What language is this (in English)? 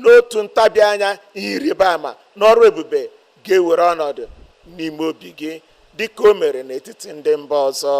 Igbo